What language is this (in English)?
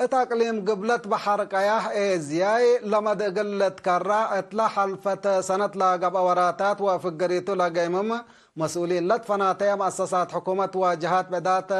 Tigre